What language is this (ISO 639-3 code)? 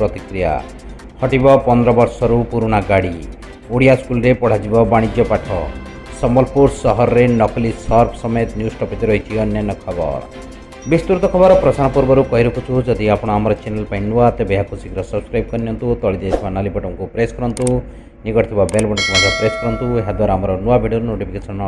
ori